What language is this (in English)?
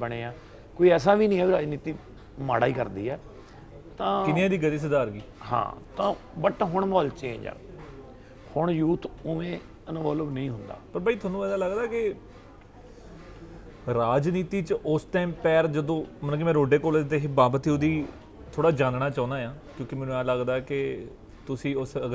Punjabi